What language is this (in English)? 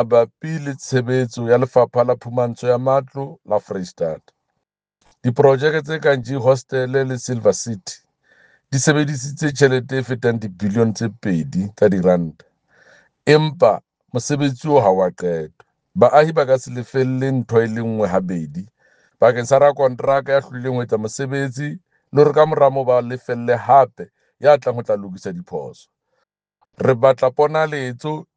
Southern Sotho